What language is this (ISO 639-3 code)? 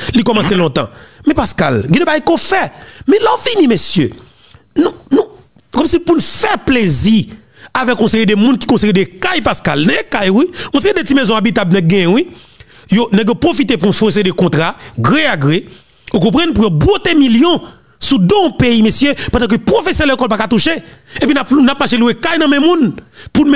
hat